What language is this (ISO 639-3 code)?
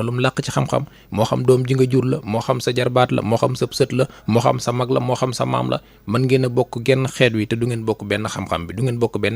wol